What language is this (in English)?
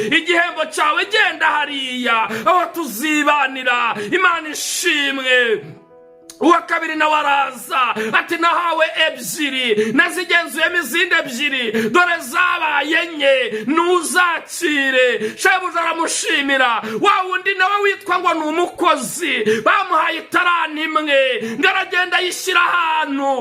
Kinyarwanda